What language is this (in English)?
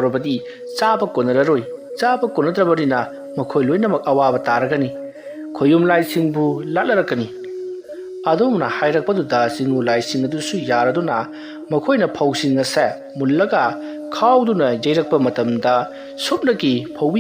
Manipuri